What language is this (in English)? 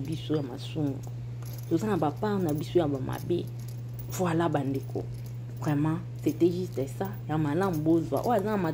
Lingala